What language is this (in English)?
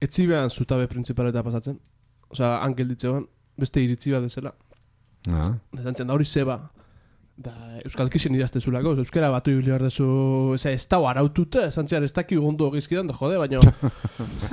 Basque